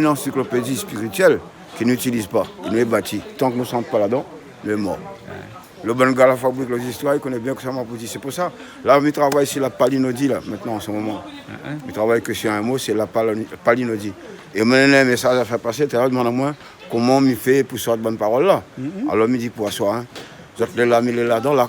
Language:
Réunion Creole French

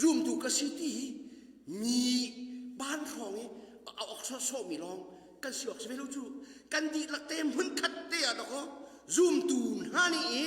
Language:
Hakha Chin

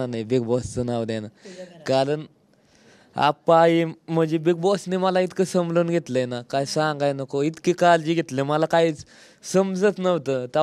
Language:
Marathi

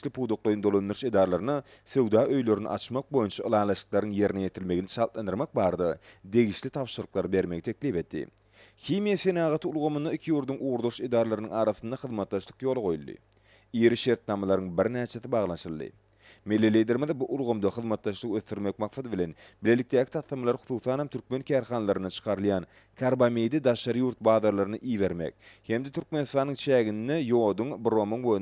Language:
Turkmen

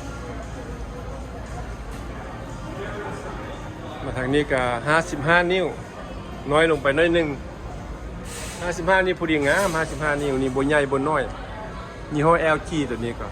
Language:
Lao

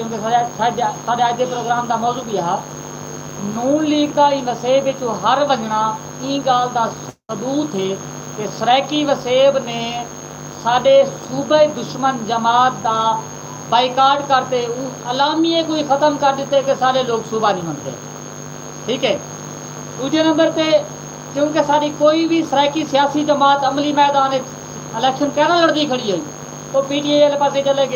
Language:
Saraiki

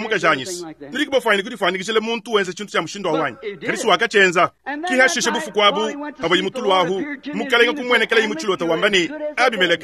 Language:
Luba-Lulua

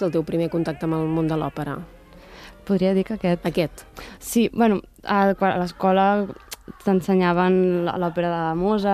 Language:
Catalan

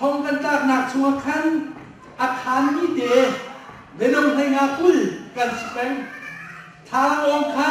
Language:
Hakha Chin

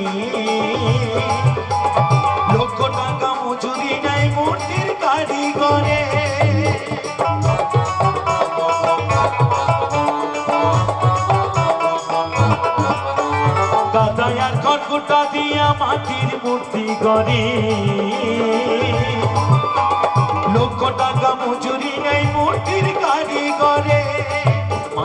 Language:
Bangla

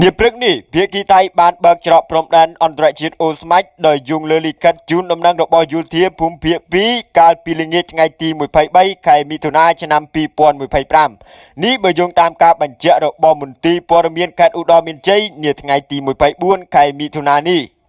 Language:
Khmer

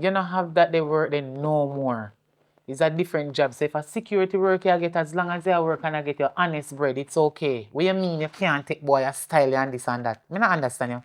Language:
Jamaican Creole English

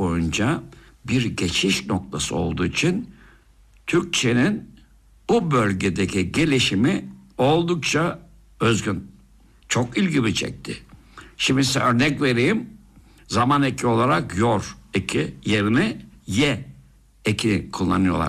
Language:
Turkish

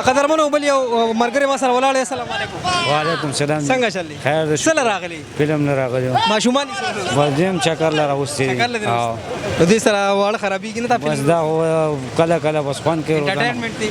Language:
Pashto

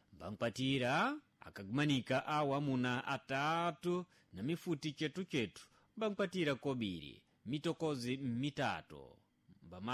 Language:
Sena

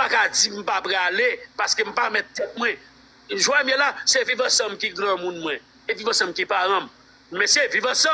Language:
Haitian Creole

